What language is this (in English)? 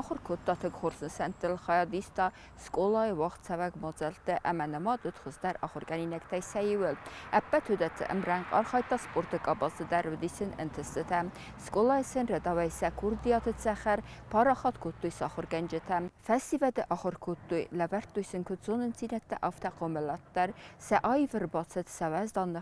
Ossetic